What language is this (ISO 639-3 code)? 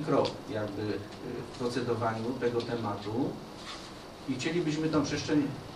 pol